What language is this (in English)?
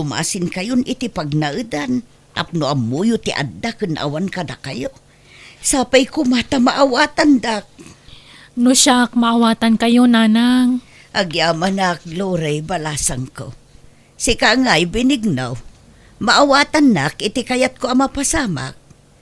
Iloko